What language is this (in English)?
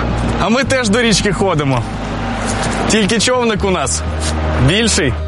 Ukrainian